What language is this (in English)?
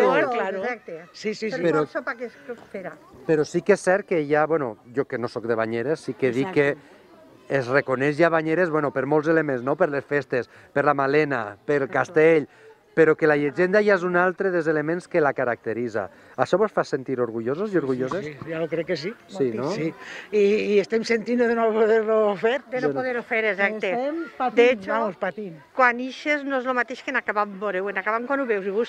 Catalan